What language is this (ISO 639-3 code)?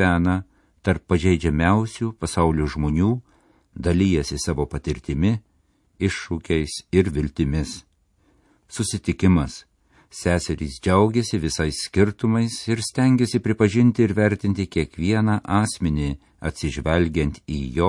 lit